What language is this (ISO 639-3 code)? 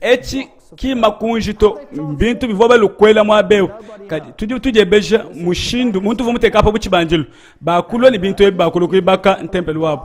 lua